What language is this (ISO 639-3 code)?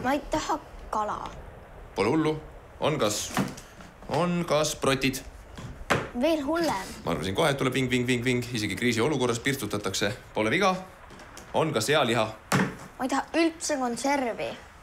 est